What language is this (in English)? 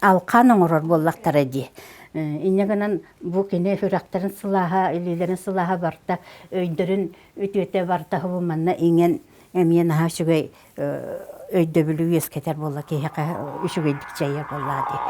Yakut